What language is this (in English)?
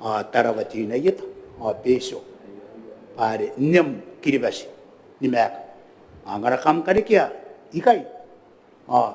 Gilbertese